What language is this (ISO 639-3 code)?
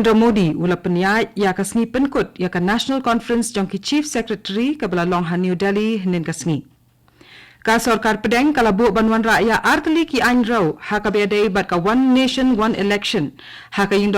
kha